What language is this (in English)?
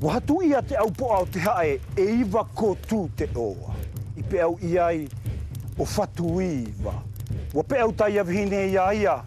South Marquesan